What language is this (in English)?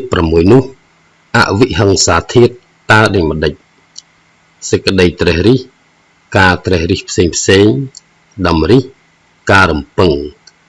Khmer